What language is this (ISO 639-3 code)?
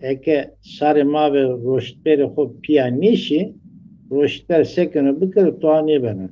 zza